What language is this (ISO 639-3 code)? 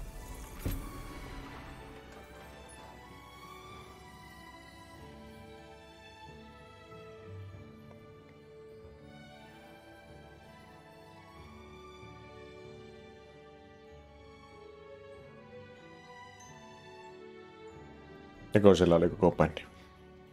fin